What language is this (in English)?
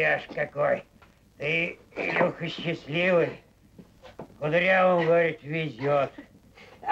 Russian